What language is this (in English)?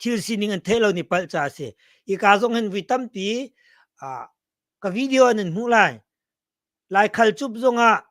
Hakha Chin